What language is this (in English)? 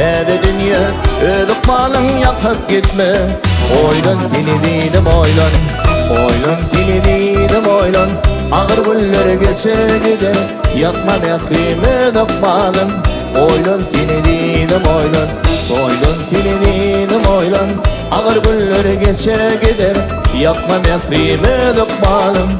Turkmen